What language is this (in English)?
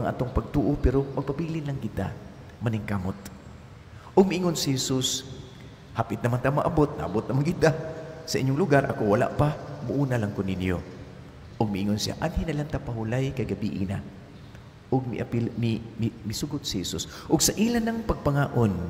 Cebuano